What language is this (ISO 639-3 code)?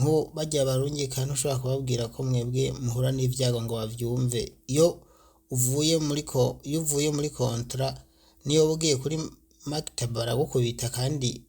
run